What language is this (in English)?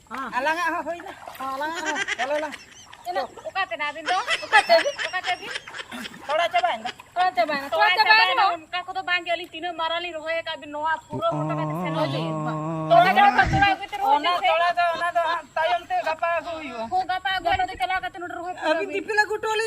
Santali